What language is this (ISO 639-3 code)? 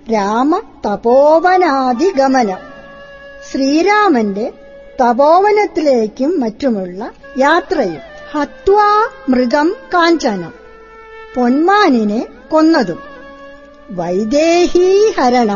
mal